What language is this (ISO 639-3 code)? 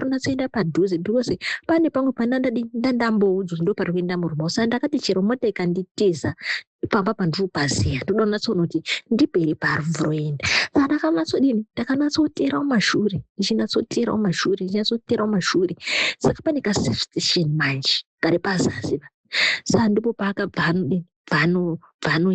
sna